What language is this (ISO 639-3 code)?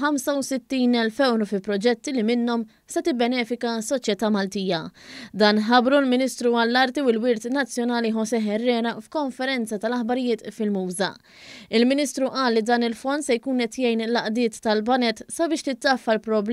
mlt